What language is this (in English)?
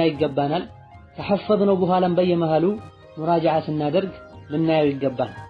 Amharic